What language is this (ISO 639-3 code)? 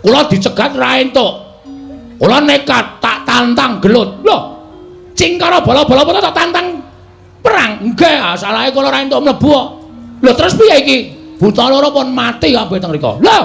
jav